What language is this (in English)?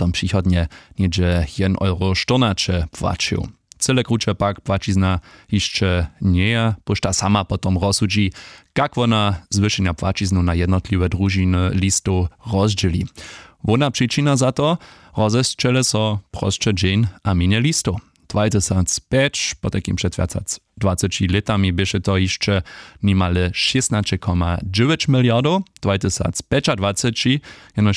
Upper Sorbian